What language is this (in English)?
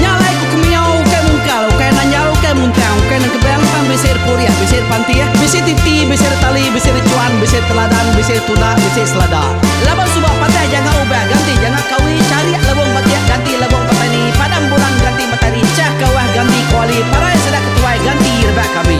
Iban